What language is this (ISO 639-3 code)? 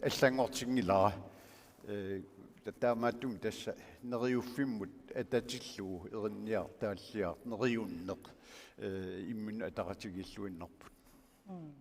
kal